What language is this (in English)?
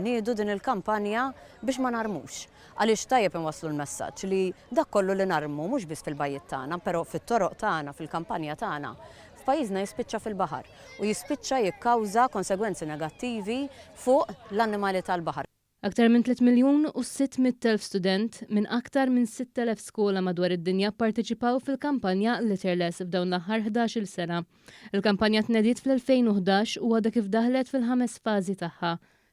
Maltese